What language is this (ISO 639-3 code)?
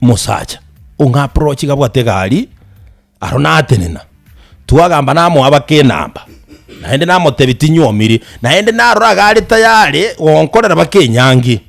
guz